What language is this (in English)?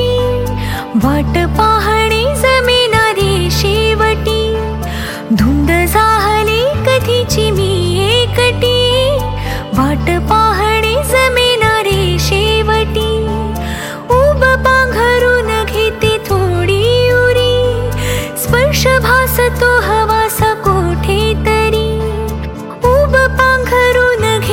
Marathi